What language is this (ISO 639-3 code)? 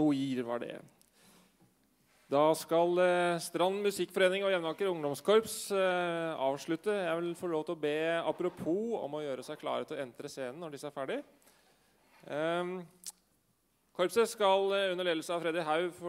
nor